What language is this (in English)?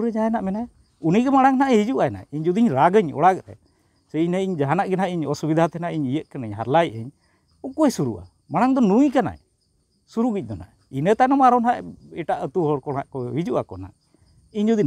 Santali